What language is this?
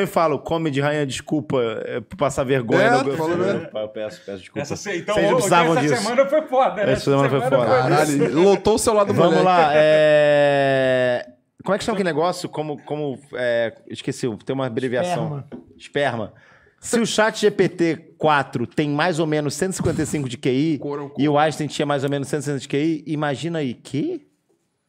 Portuguese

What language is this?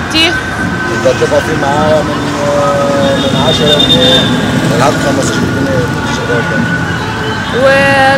Egyptian Arabic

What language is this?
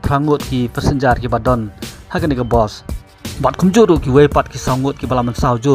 Khasi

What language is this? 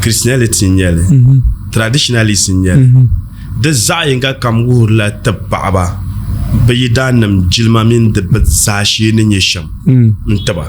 Dagbani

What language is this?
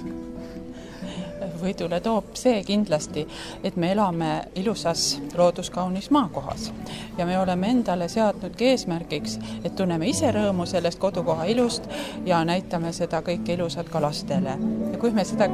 Estonian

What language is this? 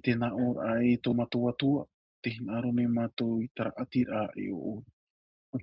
Tahitian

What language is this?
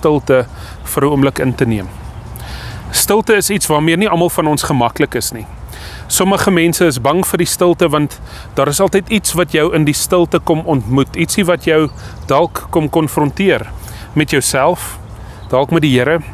Afrikaans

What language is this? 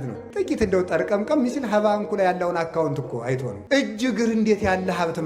Amharic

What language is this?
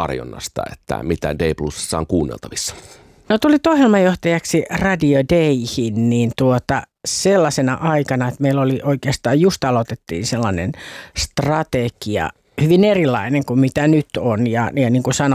Finnish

